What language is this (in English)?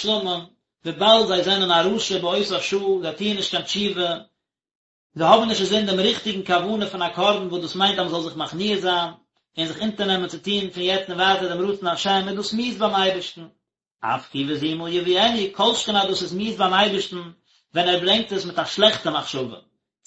Yiddish